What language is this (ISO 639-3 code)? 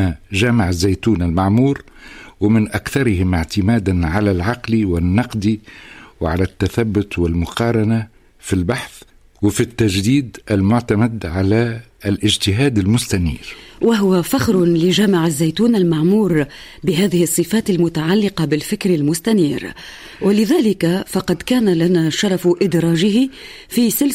ara